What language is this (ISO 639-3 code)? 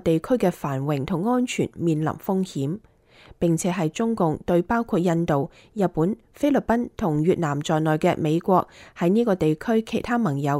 yue